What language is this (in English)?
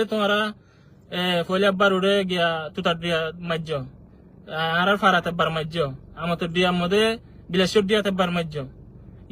Rohingya